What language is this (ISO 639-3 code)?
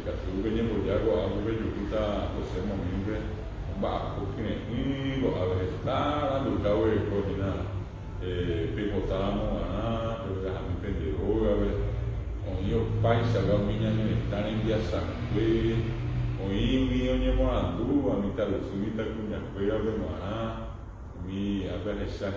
grn